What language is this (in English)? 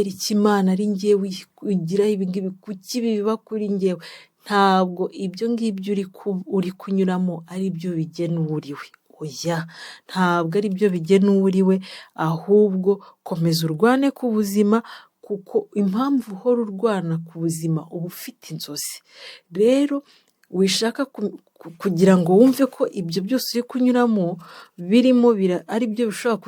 Kinyarwanda